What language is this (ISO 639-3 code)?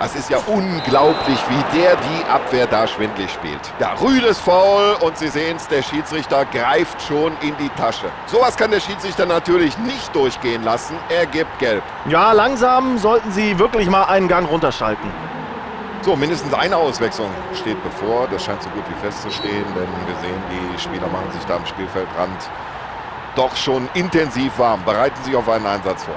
bar